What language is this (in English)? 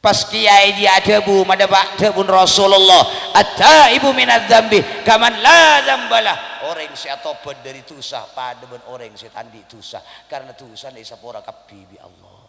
Madurese